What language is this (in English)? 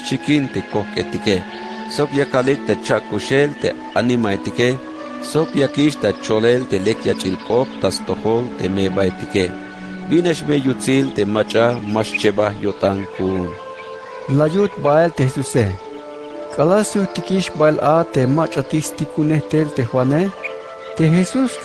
Tzeltal